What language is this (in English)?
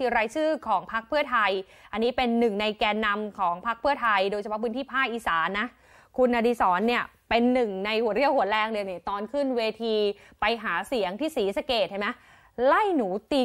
Thai